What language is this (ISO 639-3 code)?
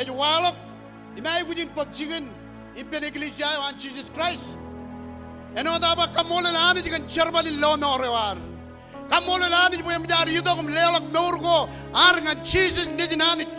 mah